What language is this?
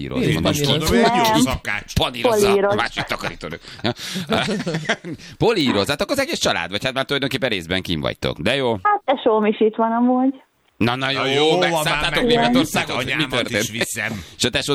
Hungarian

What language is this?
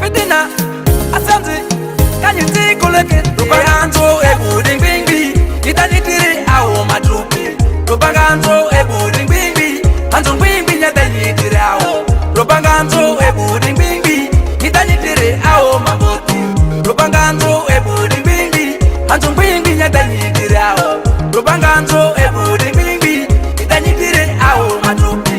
Ma'di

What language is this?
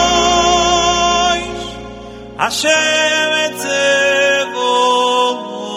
Hebrew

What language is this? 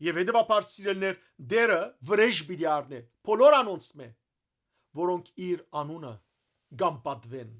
Western Armenian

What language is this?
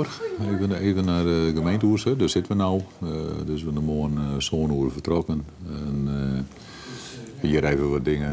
Western Frisian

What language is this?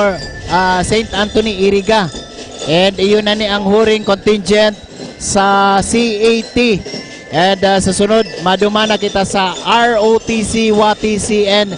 Bikol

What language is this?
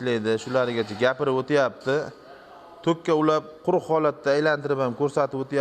Uzbek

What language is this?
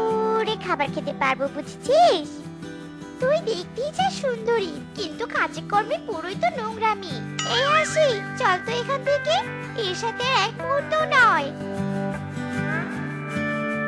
Bangla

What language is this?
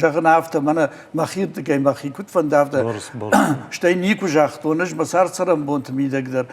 Ossetic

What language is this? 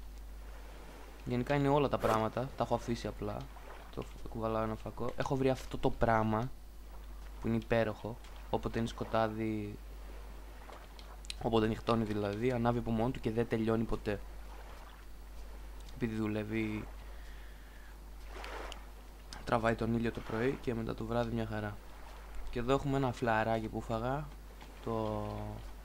Greek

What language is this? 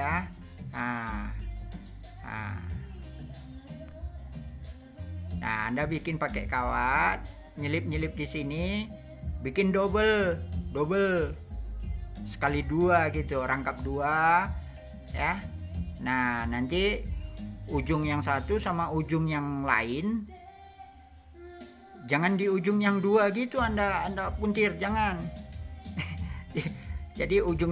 Indonesian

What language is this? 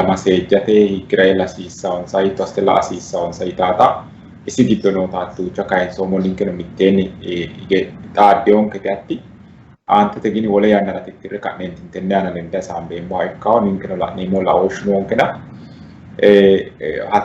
Sidamo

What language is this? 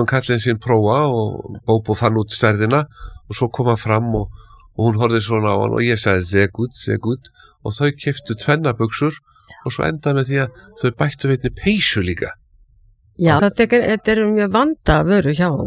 Icelandic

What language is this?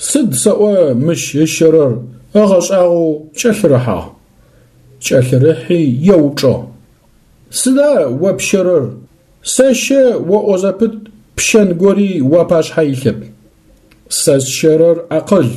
Adyghe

